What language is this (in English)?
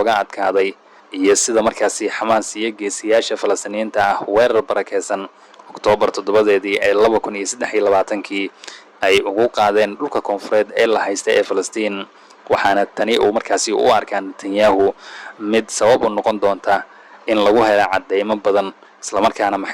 Somali